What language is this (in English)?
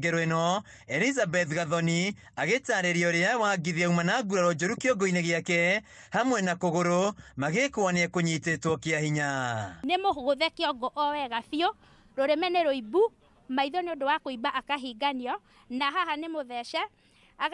Kikuyu